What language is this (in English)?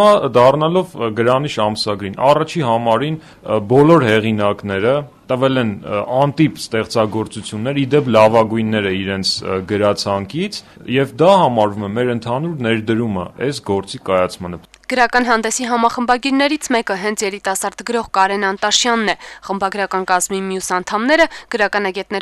Armenian